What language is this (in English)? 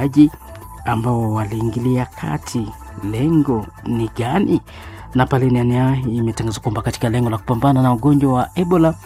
Swahili